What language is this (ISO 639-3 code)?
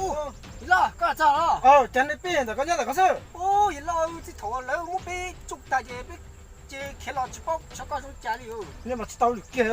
hmn